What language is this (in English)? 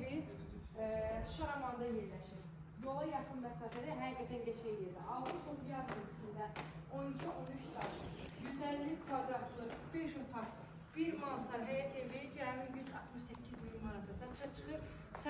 Azerbaijani